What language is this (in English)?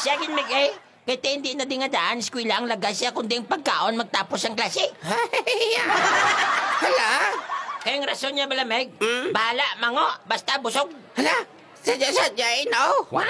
Hiligaynon